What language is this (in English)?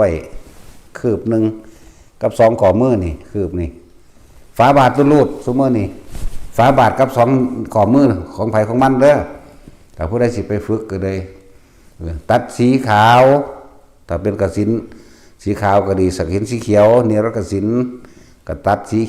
Northeastern Thai